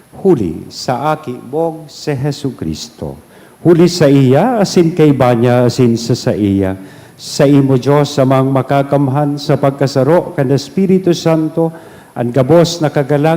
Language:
Bikol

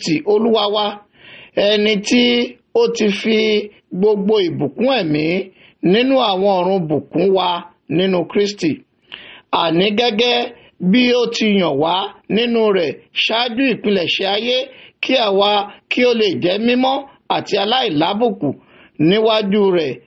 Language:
Yoruba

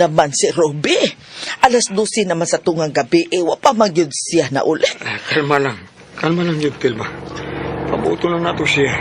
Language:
Cebuano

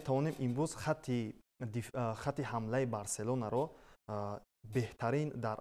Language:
Tajik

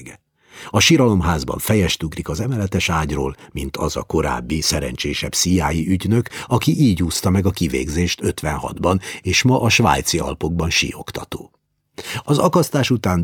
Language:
Hungarian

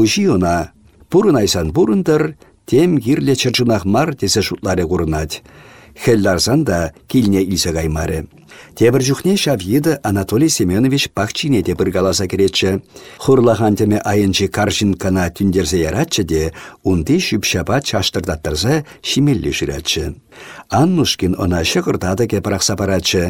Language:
Chuvash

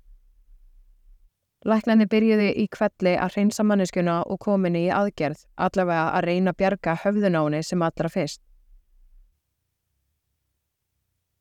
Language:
Icelandic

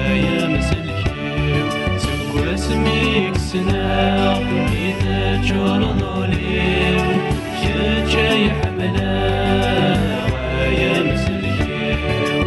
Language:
Kabyle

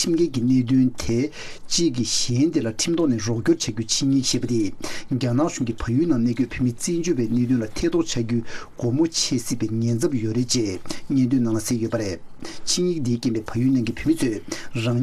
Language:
Tibetan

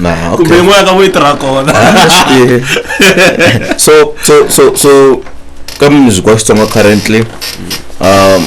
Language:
Tsonga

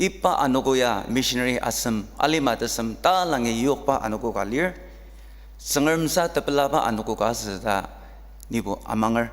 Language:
Ao Naga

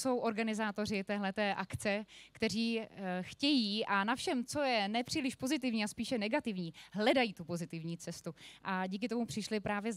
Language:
Czech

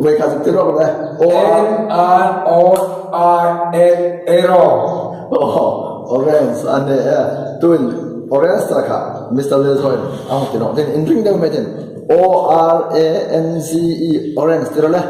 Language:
Hmar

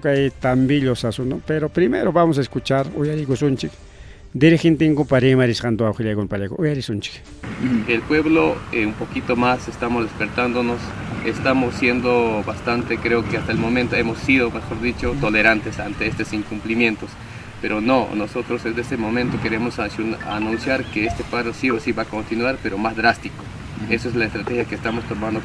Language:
Ayacucho Quechua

